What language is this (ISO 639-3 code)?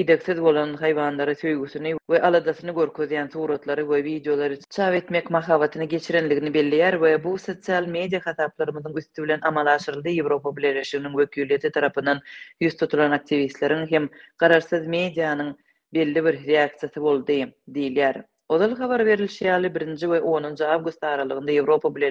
tuk